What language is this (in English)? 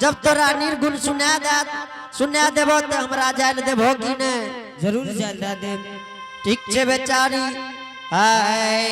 Angika